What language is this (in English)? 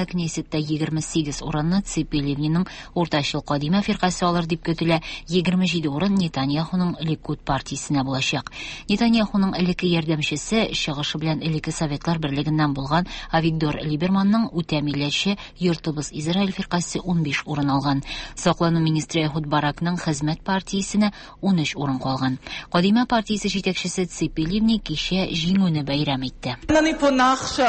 Tatar